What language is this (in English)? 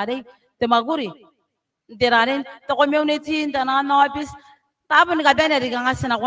Gilbertese